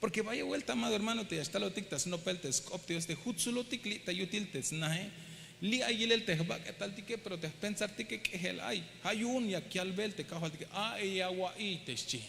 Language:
Tzeltal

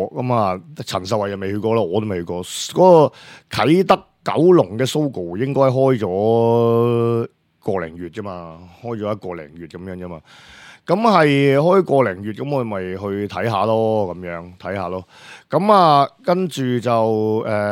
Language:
Cantonese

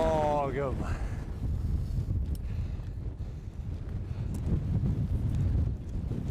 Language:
Swedish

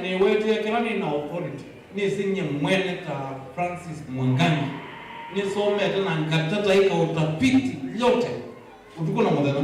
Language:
Kamba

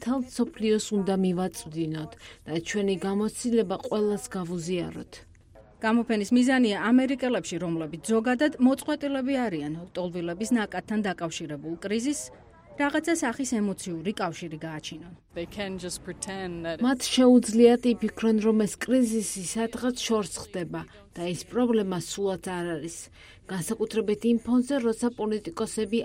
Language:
Georgian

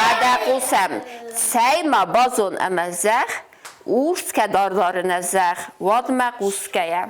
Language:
Ossetic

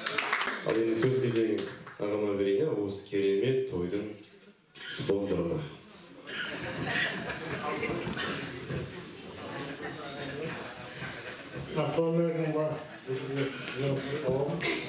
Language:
Kazakh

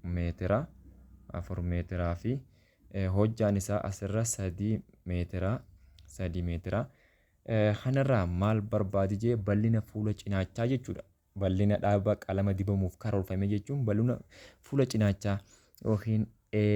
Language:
Oromo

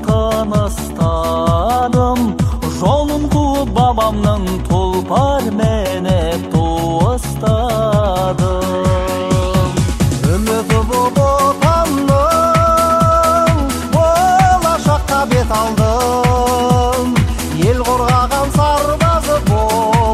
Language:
Kazakh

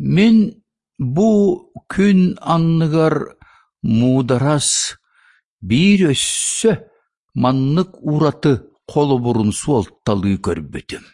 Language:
Yakut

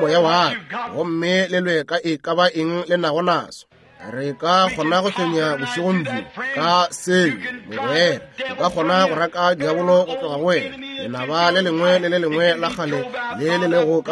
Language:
Northern Sotho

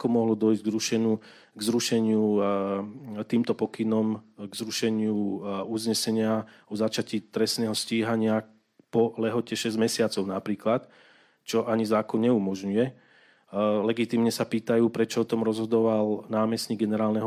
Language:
Slovak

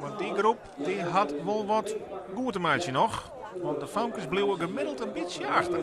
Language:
Western Frisian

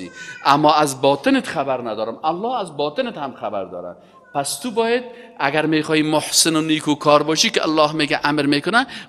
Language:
Persian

